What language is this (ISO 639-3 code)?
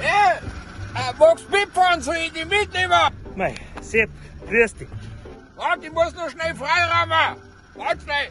bar